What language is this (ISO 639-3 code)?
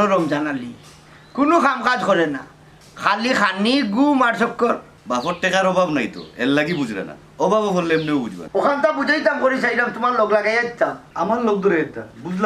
syl